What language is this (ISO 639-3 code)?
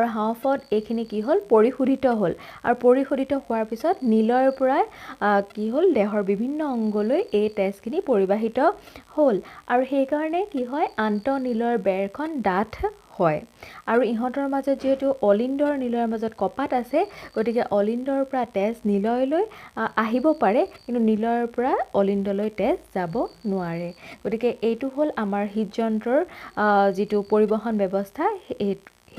asm